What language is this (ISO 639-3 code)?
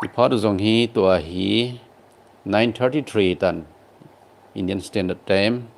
tcz